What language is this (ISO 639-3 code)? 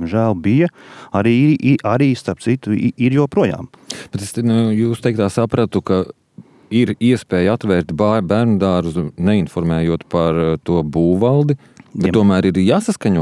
lav